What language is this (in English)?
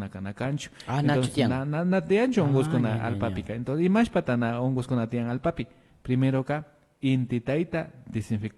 Imbabura Highland Quichua